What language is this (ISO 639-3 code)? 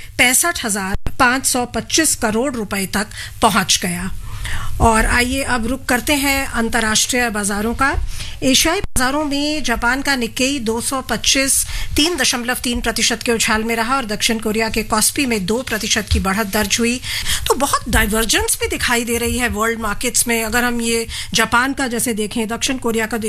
hin